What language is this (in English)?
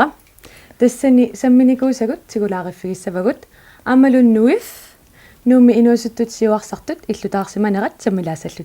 Kalaallisut